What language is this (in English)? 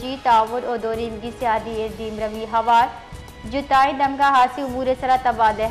Baluchi